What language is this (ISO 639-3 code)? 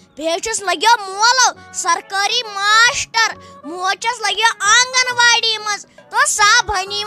kas